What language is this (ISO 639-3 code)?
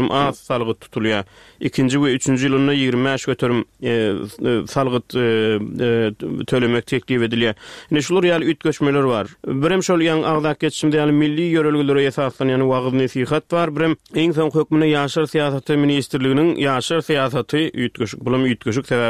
tuk